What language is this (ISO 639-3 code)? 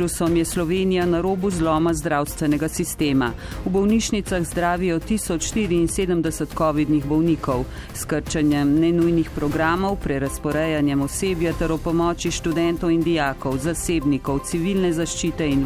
slv